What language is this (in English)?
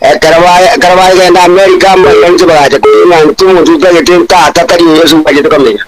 Gusii